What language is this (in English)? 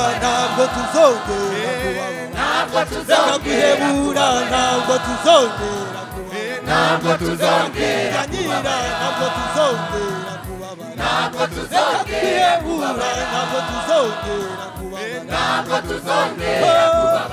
Rundi